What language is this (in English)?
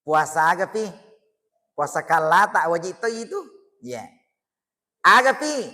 Buginese